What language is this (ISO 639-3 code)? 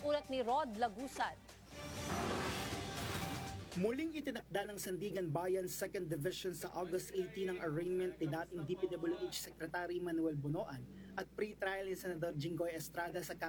fil